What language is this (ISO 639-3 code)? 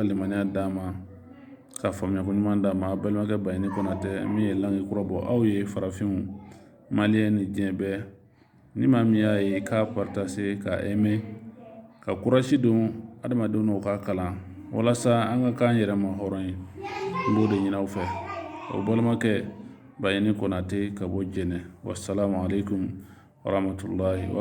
bam